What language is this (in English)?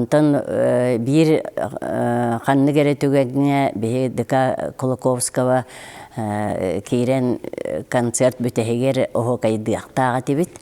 Yakut